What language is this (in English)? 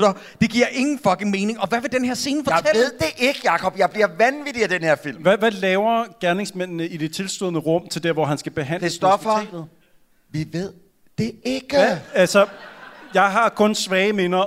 Danish